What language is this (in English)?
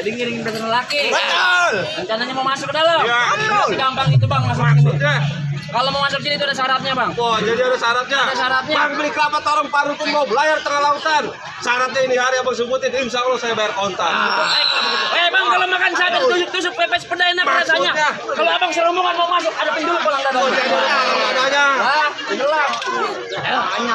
Betawi